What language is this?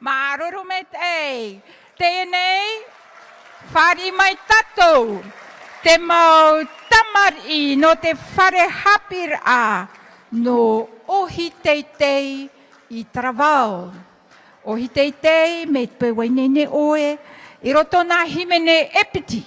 Tahitian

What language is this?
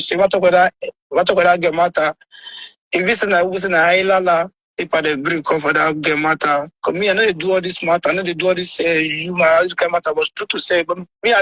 Nigerian Pidgin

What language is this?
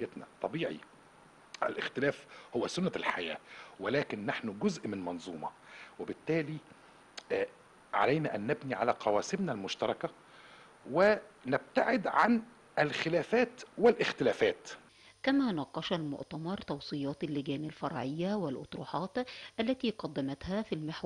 Arabic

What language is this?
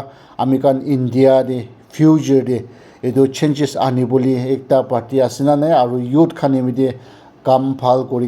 Naga Pidgin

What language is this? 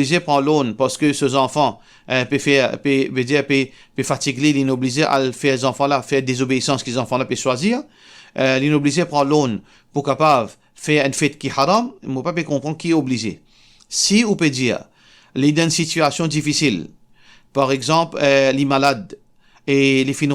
Morisyen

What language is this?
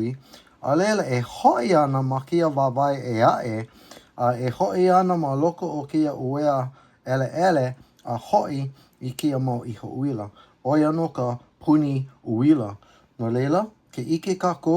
Hawaiian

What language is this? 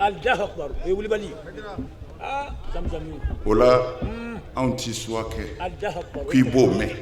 Bambara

